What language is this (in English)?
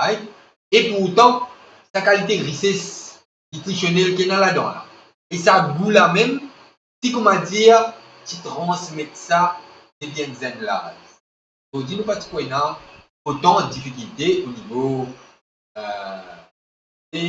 Morisyen